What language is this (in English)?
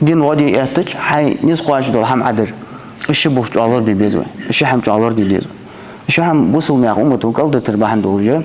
Ingush